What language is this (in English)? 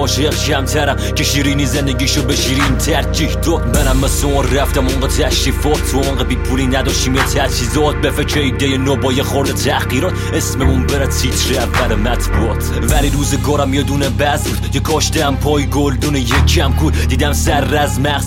Persian